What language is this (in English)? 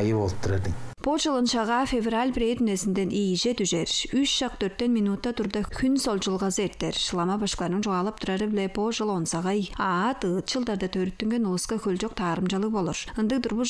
Tuvinian